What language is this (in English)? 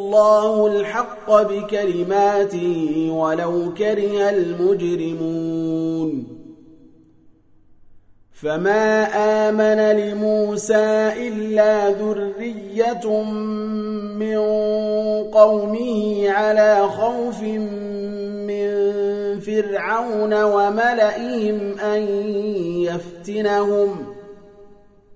Arabic